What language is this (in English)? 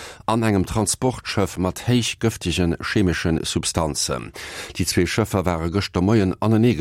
Luxembourgish